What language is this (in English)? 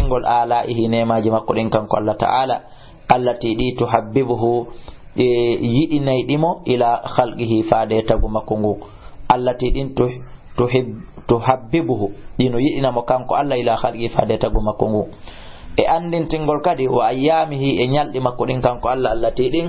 Fula